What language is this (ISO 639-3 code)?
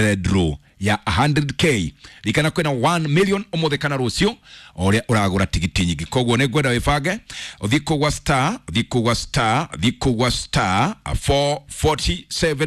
kik